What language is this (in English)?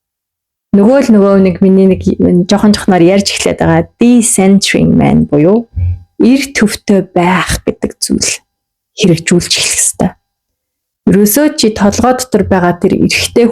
Mongolian